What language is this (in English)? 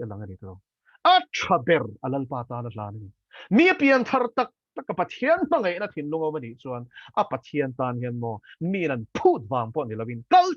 Mizo